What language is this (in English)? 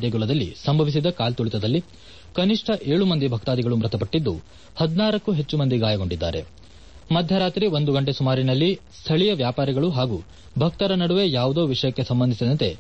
Kannada